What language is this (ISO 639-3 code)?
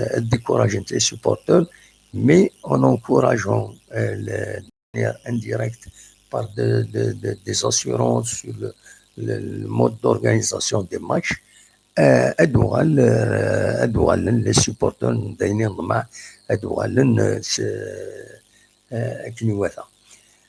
kab